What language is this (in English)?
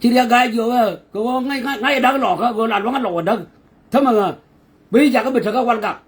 Nuer